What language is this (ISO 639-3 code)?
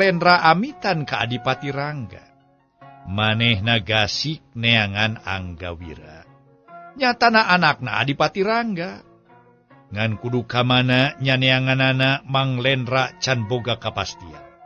sun